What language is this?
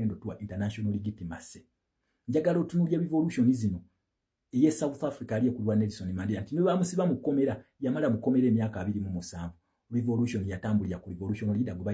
Ganda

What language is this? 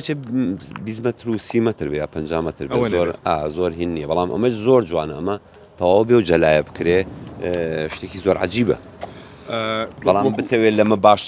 Central Kurdish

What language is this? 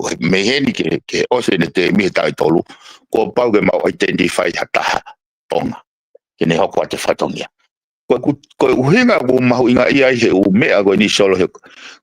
Tongan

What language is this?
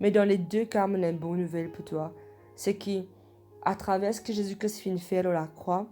Morisyen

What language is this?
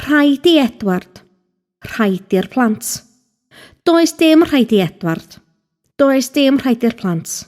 Welsh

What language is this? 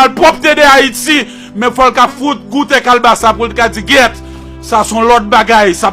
Haitian Creole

